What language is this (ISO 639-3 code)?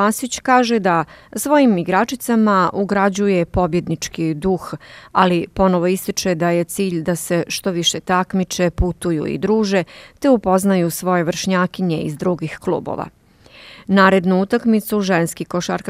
bos